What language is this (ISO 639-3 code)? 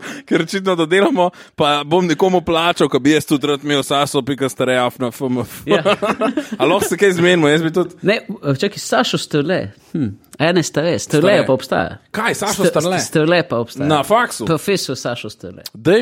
slv